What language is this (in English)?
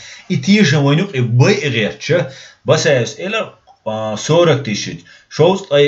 Chechen